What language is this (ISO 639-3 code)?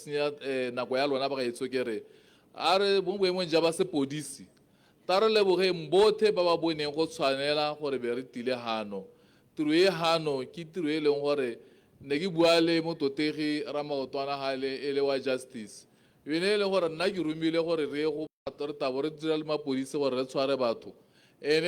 tsn